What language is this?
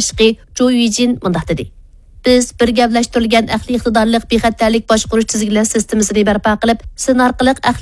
Uyghur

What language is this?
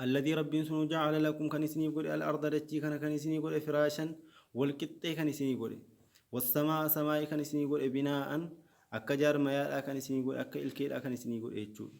Arabic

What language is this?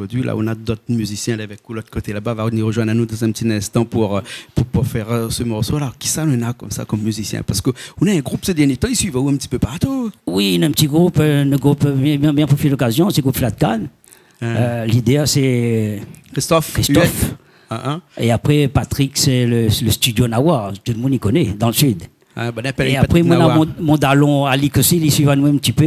Réunion Creole French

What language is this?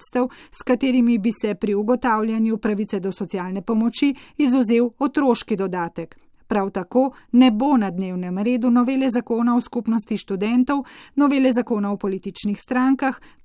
Slovenian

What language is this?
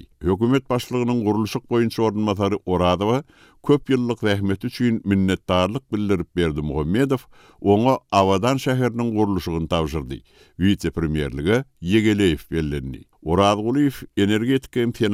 Turkmen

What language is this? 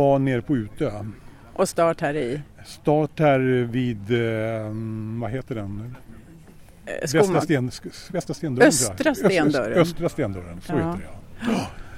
Swedish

